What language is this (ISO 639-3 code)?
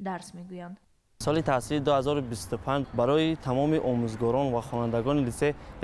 tgk